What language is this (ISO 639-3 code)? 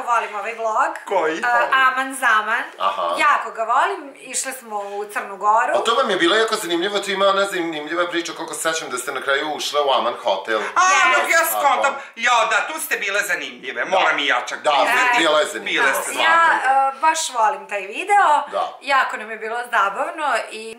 srp